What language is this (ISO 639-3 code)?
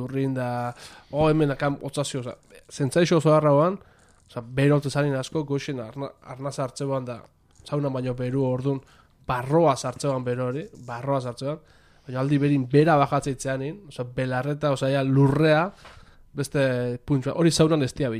eus